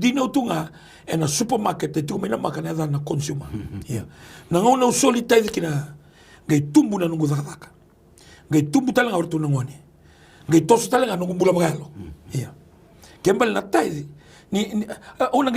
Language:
Fijian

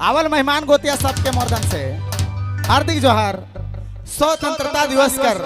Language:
Sadri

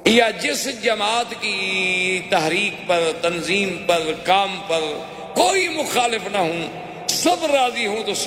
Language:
Urdu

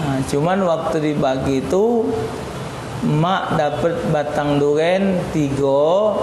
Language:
Musi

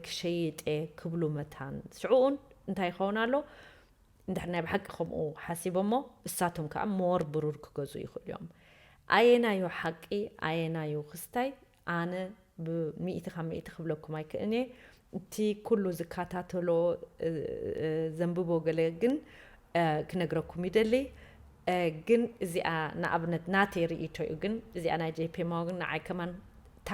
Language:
Tigrinya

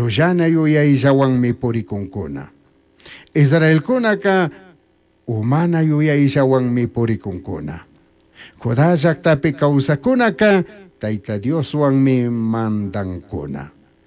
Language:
Chimborazo Highland Quichua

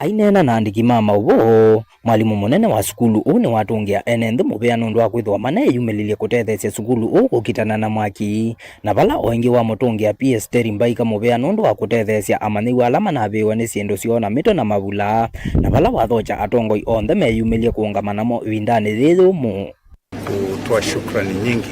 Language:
Kamba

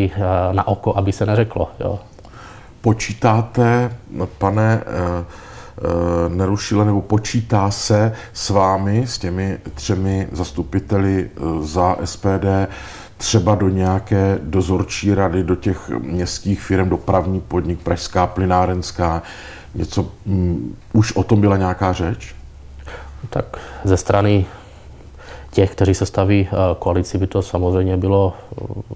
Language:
Czech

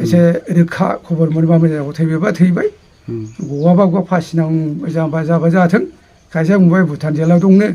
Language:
Bodo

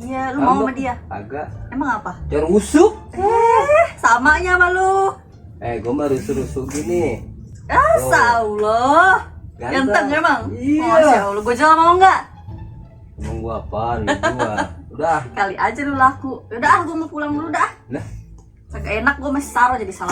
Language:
Betawi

